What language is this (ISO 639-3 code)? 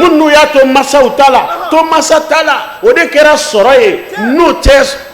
bam